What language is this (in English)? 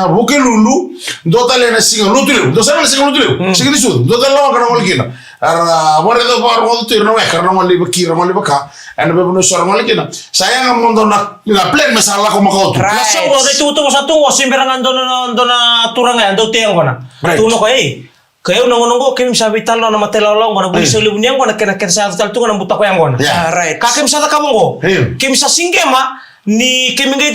Fijian